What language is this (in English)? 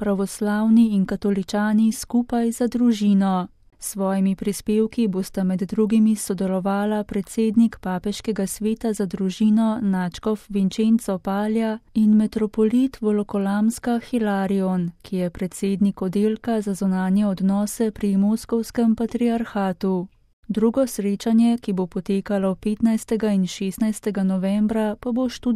Slovenian